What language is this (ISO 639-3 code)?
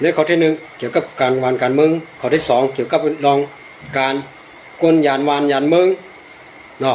shn